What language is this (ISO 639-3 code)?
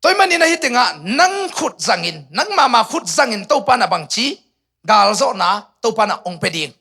ctd